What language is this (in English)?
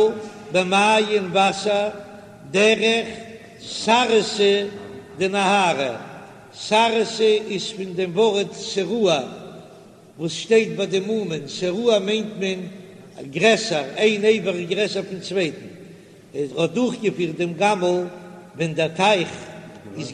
Yiddish